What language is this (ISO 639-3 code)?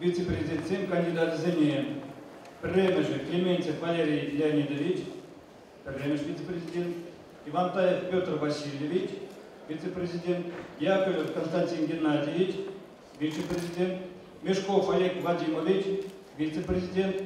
chv